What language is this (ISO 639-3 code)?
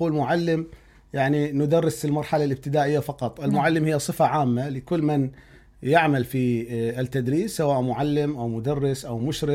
acm